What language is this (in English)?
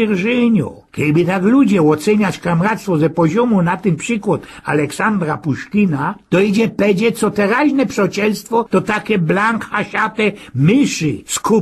Silesian